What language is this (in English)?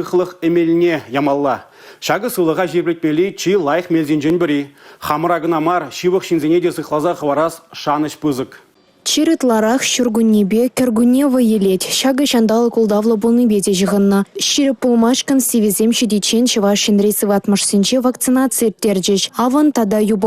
Chuvash